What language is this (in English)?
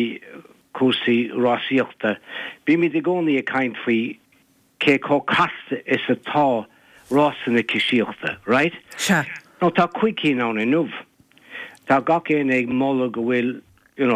Irish